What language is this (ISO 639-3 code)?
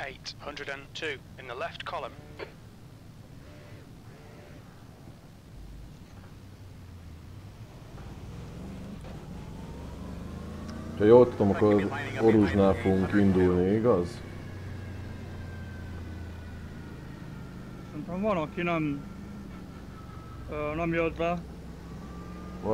hun